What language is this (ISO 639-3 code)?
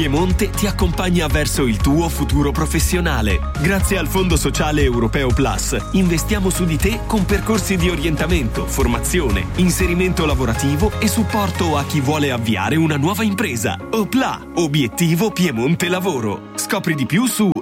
ita